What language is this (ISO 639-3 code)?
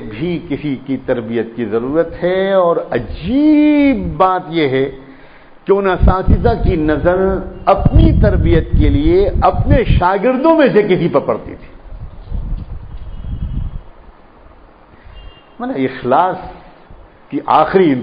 urd